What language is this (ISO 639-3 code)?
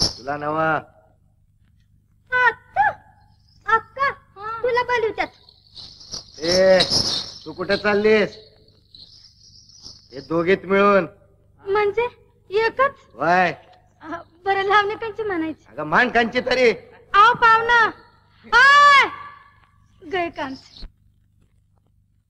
mar